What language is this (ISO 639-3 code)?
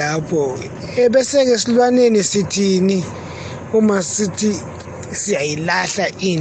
nbl